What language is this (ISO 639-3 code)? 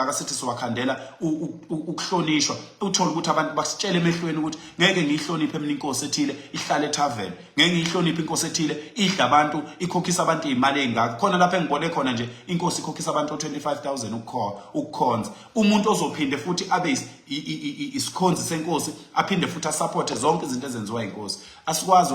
zul